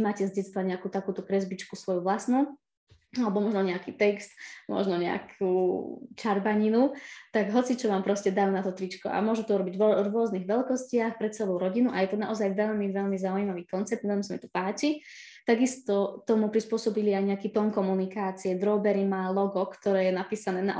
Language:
Slovak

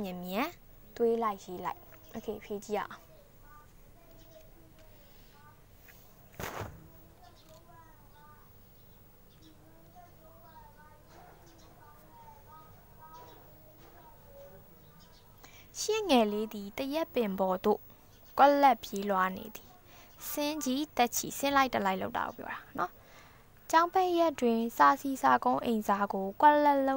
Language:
Burmese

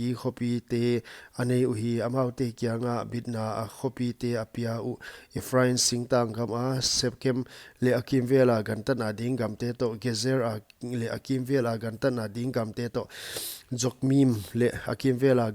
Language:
Paite Chin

